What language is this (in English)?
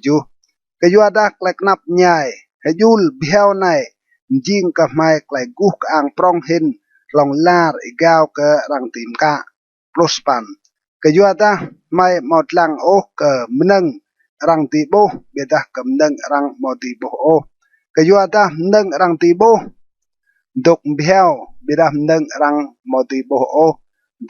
Rade